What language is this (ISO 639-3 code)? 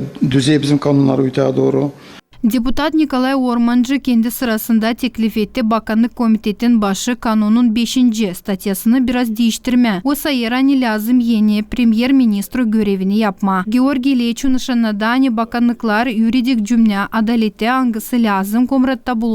gag